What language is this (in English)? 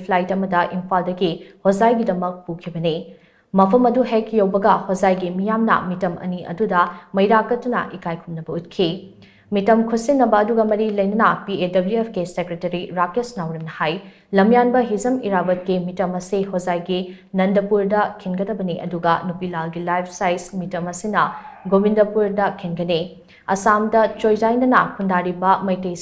Manipuri